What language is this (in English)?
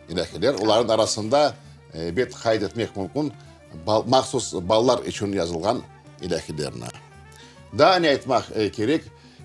Crimean Tatar